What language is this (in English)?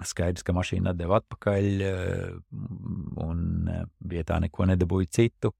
Latvian